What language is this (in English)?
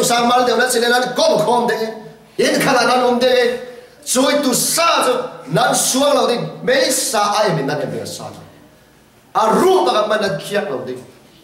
Falam Chin